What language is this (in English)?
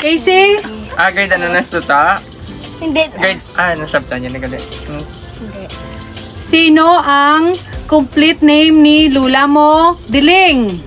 Hiligaynon